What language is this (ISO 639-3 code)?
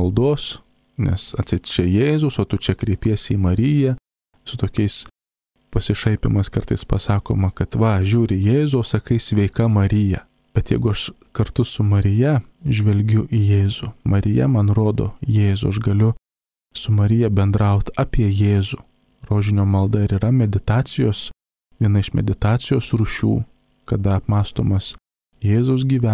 lit